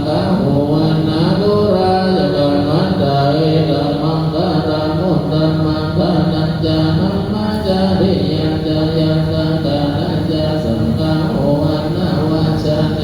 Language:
Pali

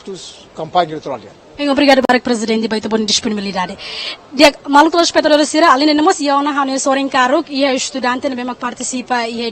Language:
Tetum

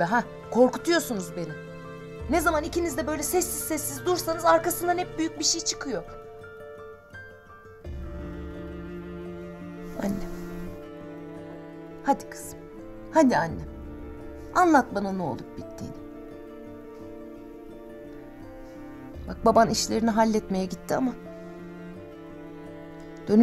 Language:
Turkish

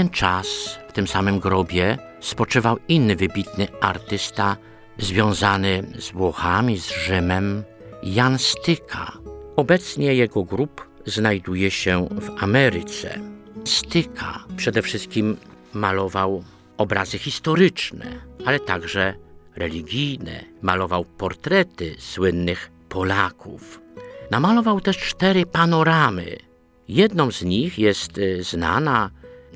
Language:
Polish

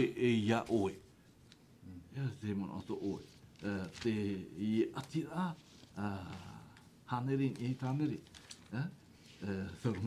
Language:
Tahitian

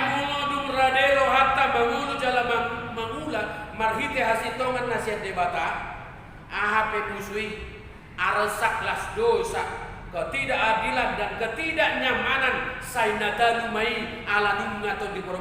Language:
Batak Toba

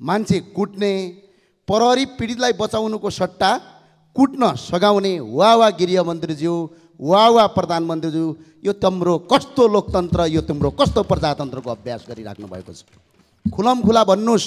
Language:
Nepali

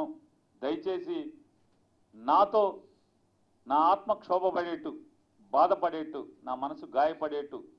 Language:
Telugu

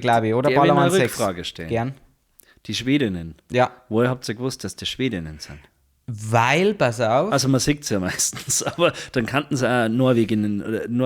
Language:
Bavarian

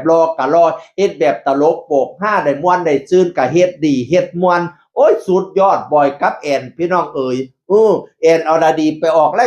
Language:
Northeastern Thai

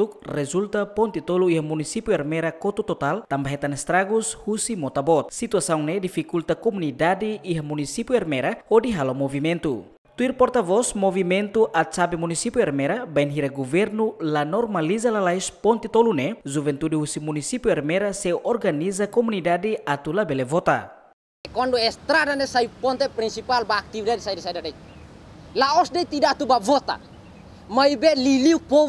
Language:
Tetum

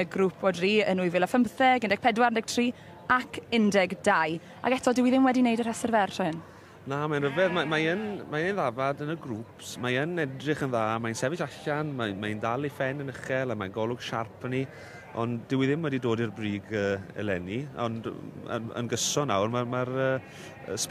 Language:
Welsh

